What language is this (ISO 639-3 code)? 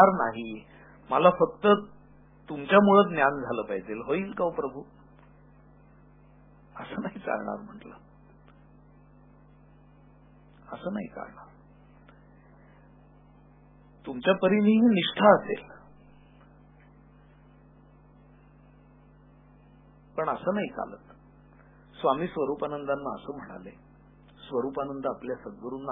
mar